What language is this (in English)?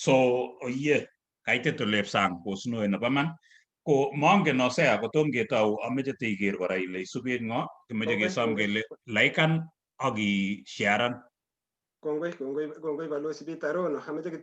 Kalenjin